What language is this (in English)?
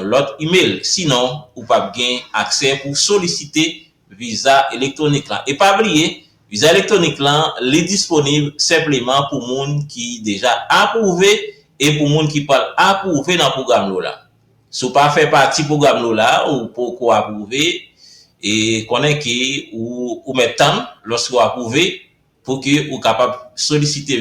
Haitian Creole